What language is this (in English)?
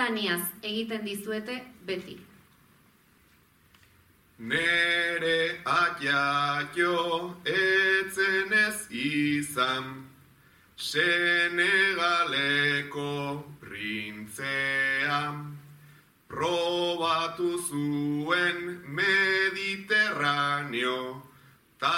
Basque